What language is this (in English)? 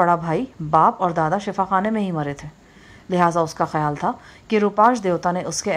Urdu